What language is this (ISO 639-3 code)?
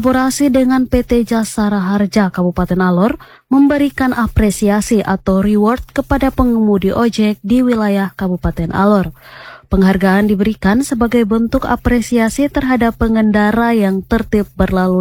ind